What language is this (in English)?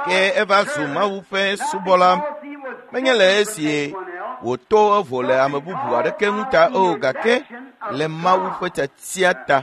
Ewe